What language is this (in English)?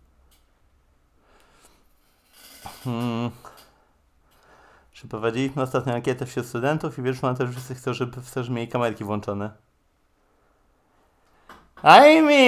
Polish